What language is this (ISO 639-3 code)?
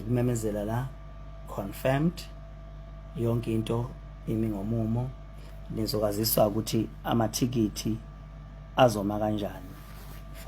zul